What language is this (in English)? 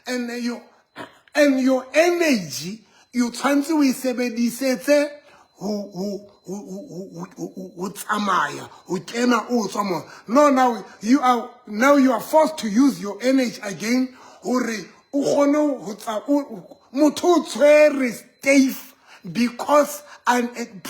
Southern Sotho